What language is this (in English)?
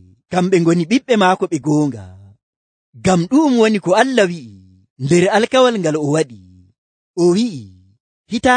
Nigerian Fulfulde